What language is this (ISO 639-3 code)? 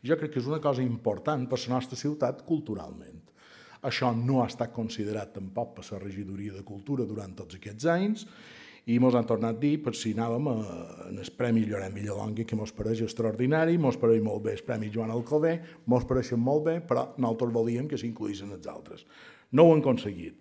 cat